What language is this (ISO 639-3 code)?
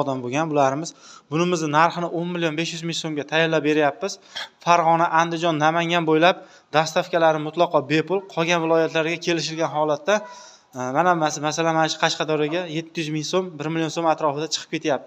uzb